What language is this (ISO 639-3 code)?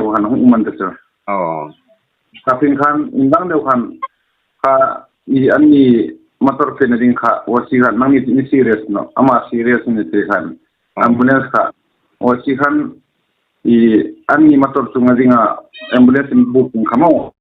hmr